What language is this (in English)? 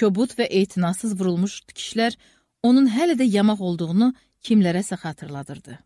Azerbaijani